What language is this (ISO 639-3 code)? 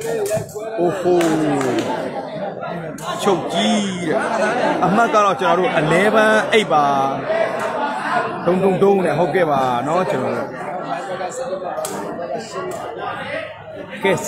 mya